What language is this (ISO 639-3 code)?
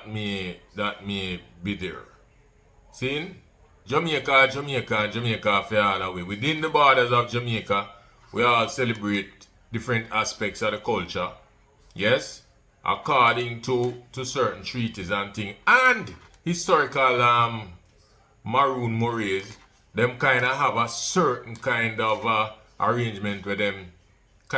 jam